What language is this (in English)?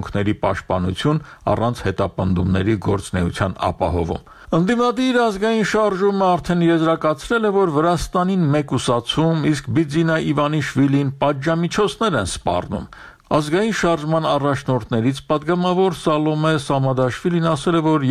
Armenian